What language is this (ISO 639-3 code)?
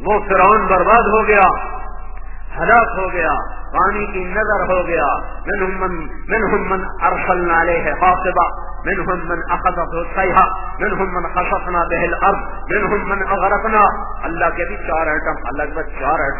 urd